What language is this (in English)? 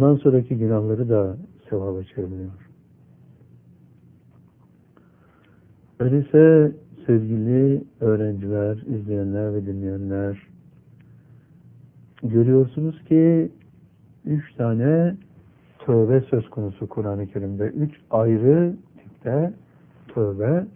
Turkish